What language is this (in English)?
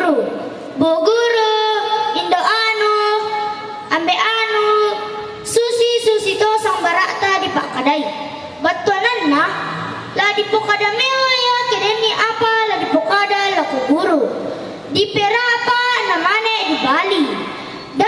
Toraja-Sa'dan